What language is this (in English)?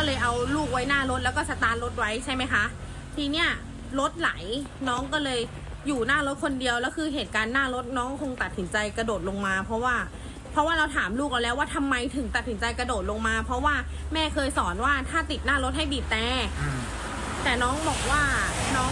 Thai